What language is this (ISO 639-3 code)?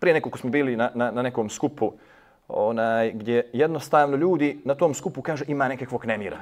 bos